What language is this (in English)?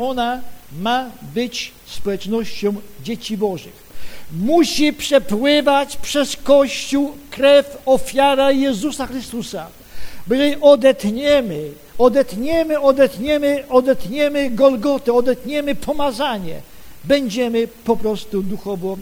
Polish